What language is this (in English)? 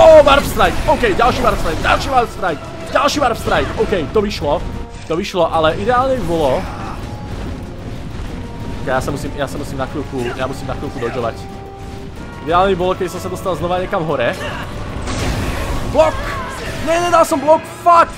Slovak